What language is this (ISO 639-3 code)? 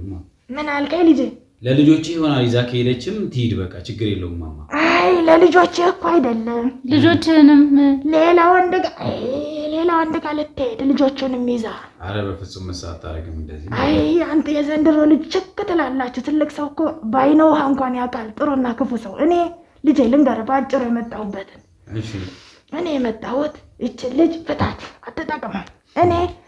amh